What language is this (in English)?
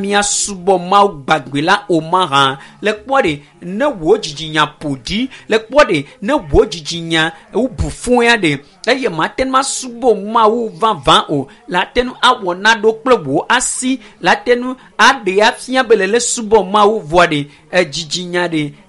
Ewe